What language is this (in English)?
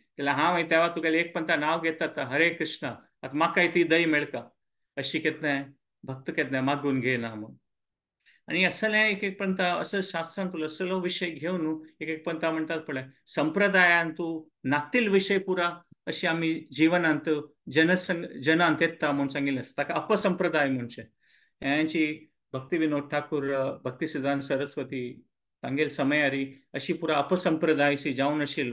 Konkani